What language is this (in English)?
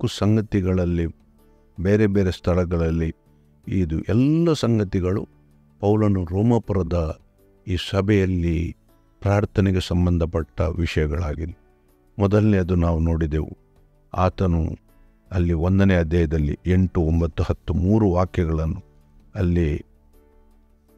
Kannada